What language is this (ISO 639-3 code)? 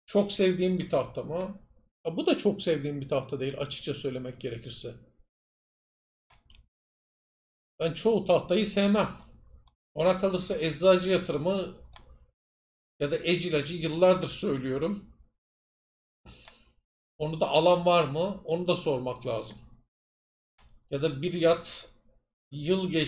tur